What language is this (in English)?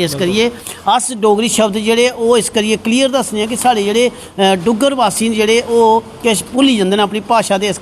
Dogri